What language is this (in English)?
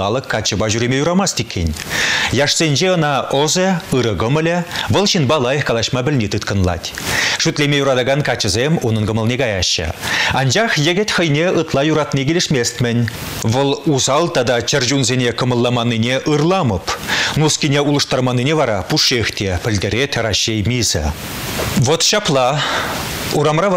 Chuvash